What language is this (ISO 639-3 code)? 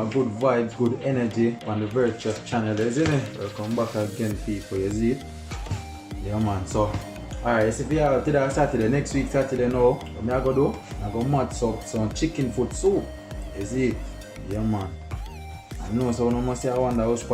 jam